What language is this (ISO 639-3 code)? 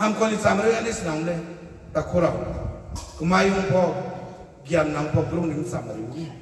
ria